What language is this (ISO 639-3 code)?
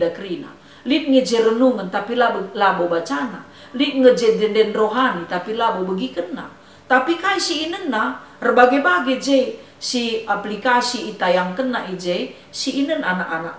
btx